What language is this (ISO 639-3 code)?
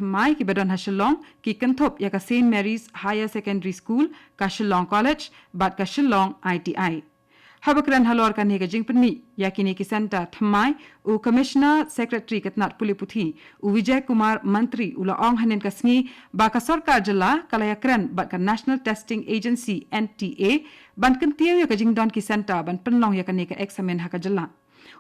kha